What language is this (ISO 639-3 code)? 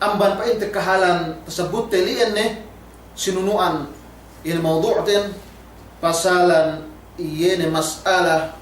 yka